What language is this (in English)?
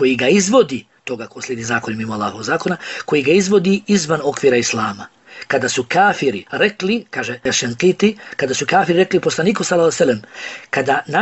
Bosnian